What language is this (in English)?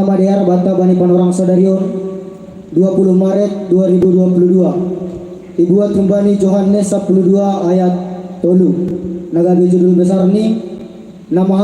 Batak Simalungun